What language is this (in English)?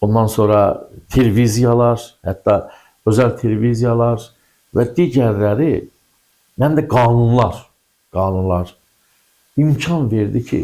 Azerbaijani